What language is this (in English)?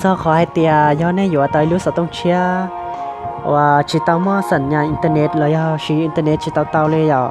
Hmong